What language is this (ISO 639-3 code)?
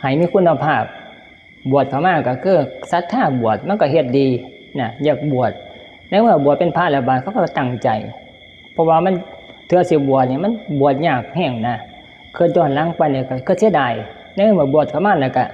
tts